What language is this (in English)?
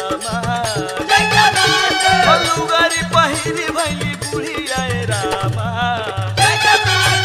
Bhojpuri